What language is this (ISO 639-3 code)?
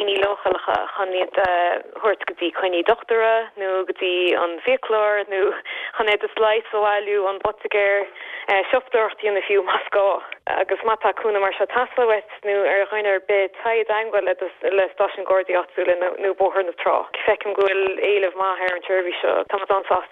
gle